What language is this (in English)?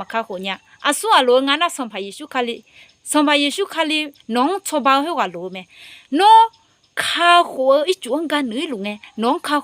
Akha